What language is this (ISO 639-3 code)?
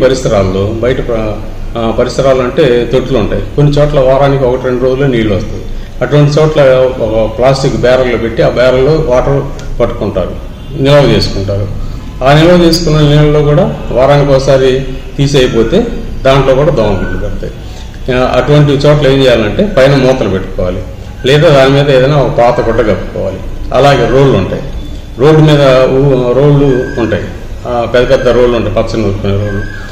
tel